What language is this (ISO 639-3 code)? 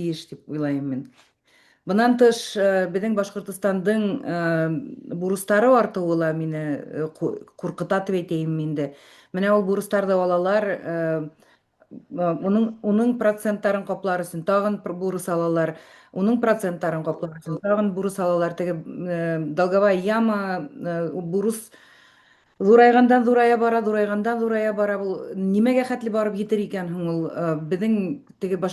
bak